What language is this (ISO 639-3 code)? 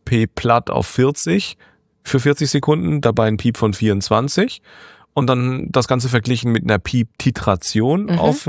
deu